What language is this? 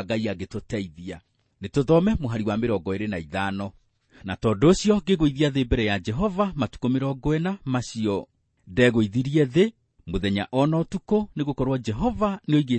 Kikuyu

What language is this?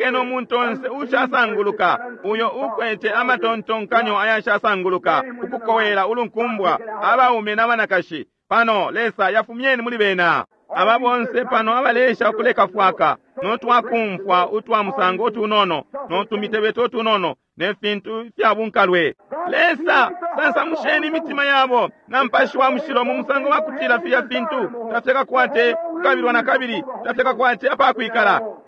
Bemba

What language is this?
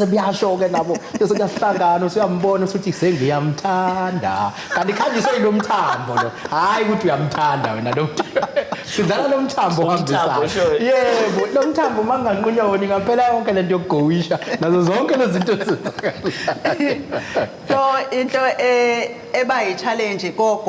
Zulu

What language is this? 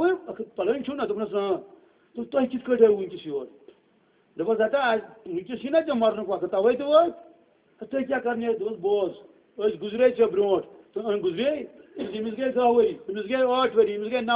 Kashmiri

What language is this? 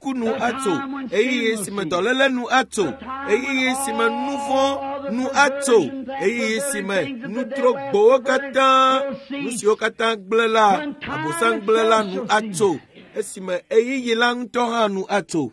Ewe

